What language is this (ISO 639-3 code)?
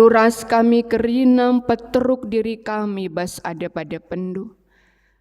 btx